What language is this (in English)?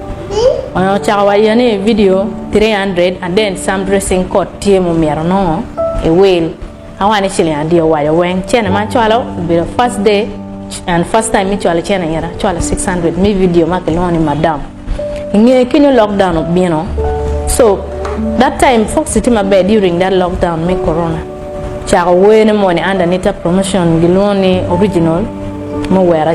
Acoli